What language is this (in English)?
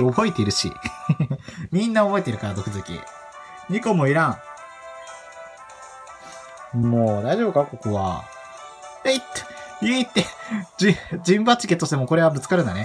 Japanese